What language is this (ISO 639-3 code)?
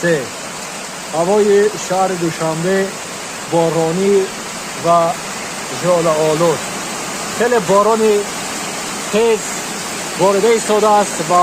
tgk